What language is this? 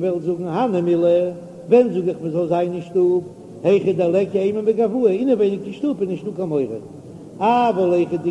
Yiddish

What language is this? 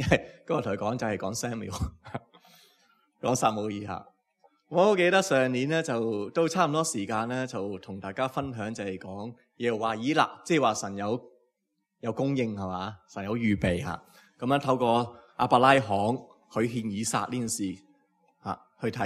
Cantonese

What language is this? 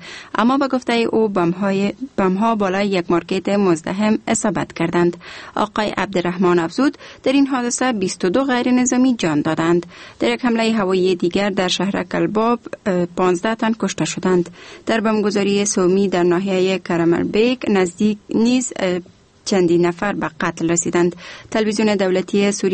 Persian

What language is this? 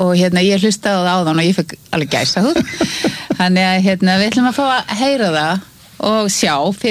Icelandic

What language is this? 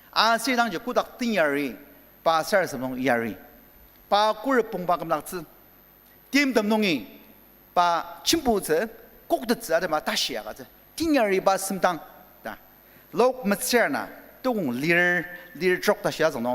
Ao Naga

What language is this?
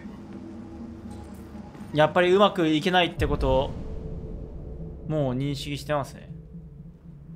Japanese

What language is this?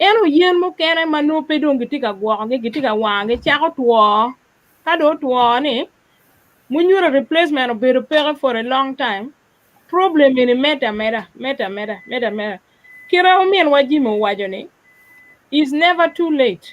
Acoli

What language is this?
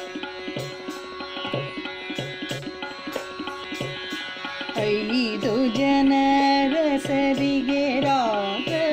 Kannada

